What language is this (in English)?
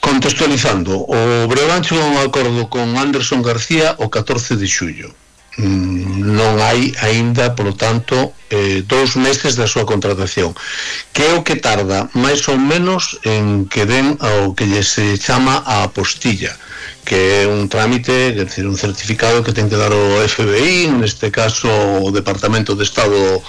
Galician